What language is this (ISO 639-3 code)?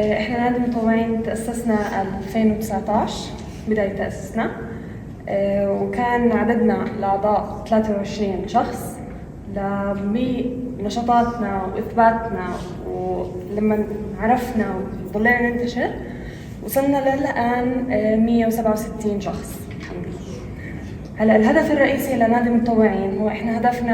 apc